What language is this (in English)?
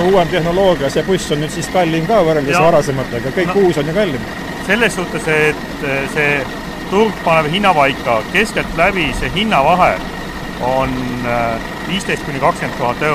Estonian